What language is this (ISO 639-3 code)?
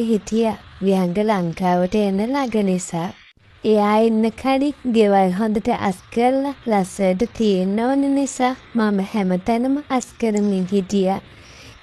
sin